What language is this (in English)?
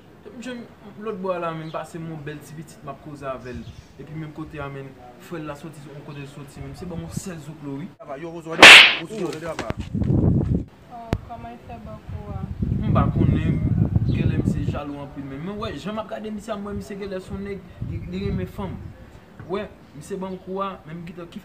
Haitian Creole